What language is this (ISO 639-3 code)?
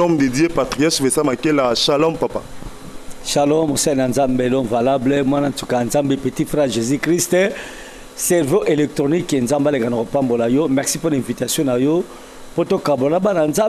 lin